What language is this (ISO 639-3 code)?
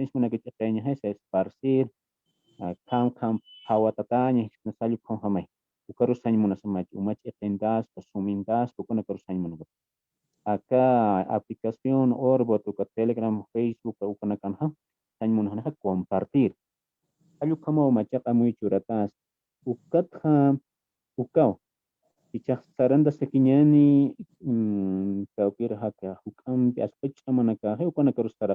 aym